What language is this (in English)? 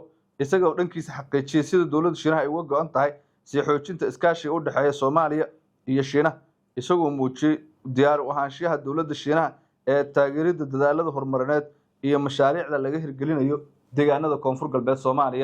Somali